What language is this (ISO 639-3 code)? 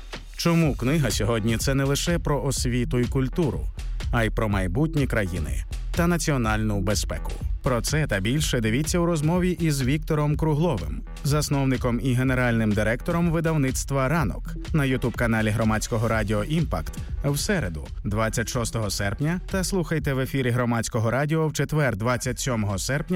ukr